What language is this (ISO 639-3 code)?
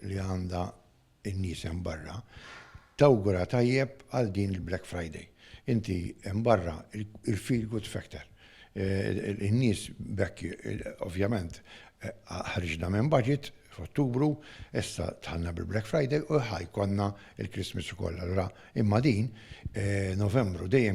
mlt